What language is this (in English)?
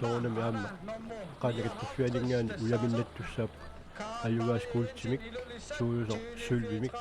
Kalaallisut